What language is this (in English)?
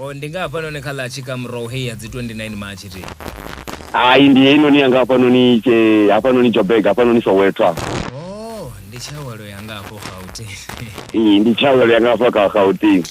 Venda